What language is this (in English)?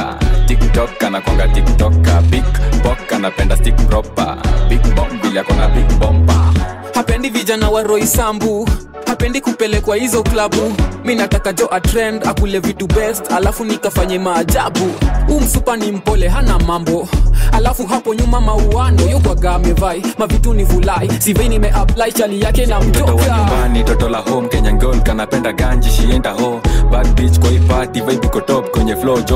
Swahili